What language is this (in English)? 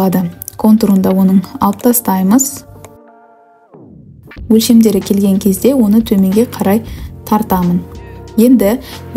Kazakh